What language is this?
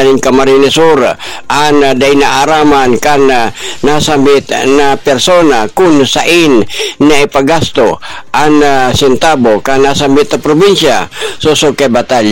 Bikol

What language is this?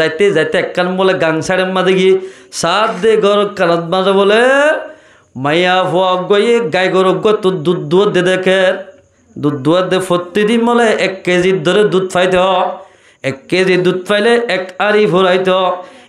Rohingya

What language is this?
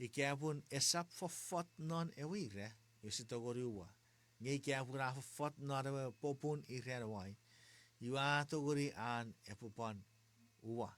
Chuukese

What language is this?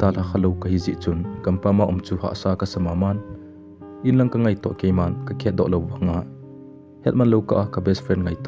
Thado Chin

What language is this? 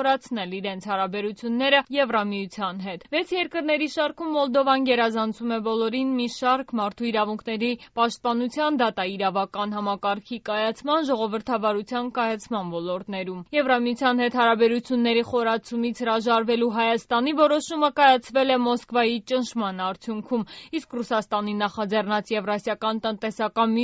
Armenian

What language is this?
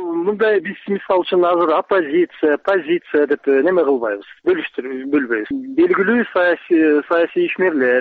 Kyrgyz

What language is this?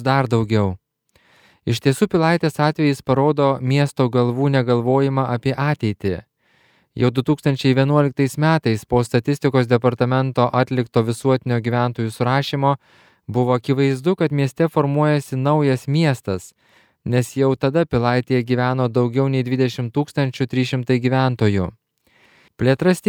Lithuanian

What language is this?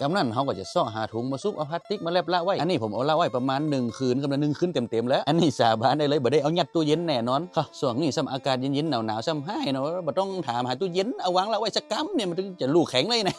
Northeastern Thai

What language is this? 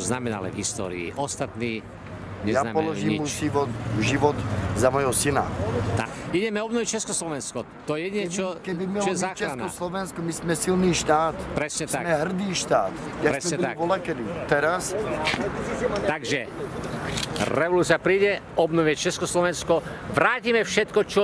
Slovak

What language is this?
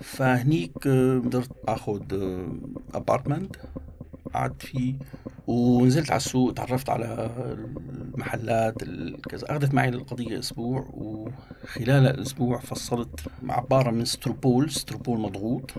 North Levantine Arabic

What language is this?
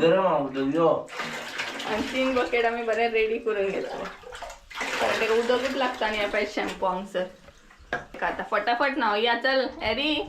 Konkani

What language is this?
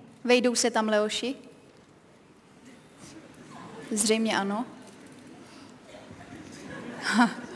Czech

